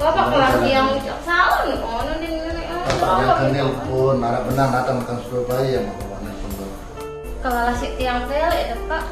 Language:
Sasak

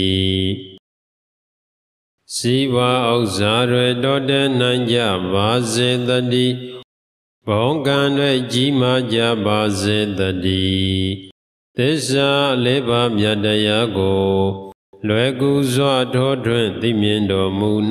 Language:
Burmese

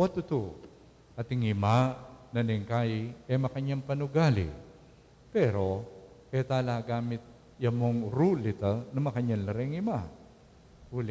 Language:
Pampanga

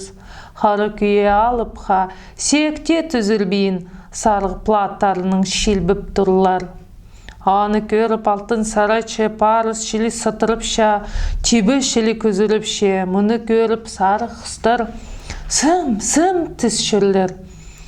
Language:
Khakas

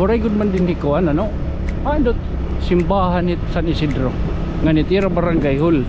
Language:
Waray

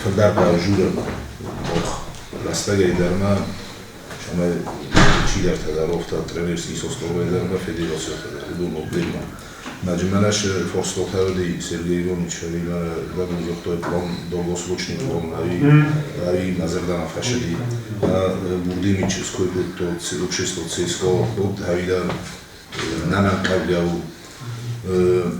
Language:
Ossetic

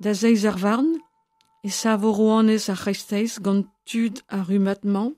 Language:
Breton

